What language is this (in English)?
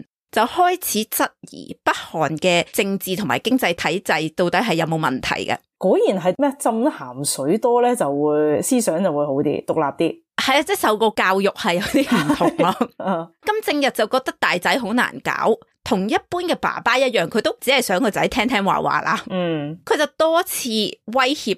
Cantonese